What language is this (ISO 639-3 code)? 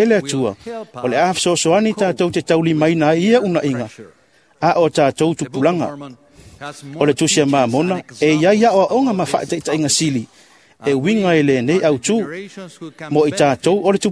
smo